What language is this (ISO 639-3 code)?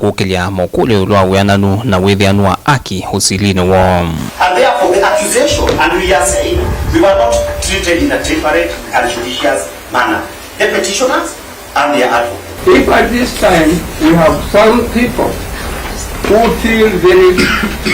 kam